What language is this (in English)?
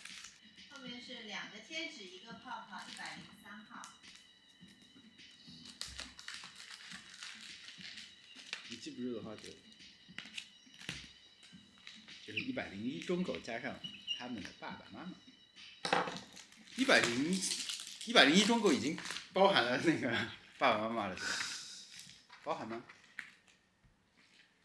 Chinese